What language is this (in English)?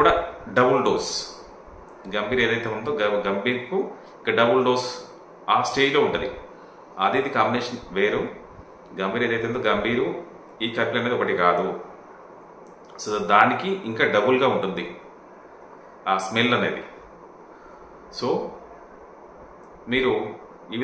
Telugu